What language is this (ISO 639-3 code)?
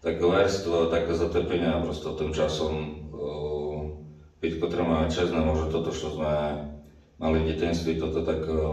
rue